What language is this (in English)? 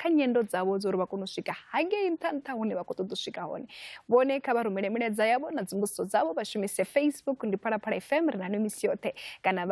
Venda